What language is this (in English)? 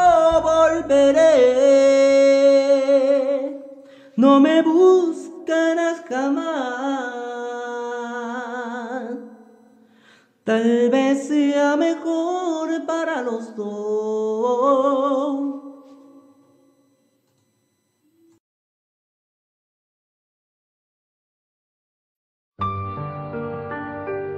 Spanish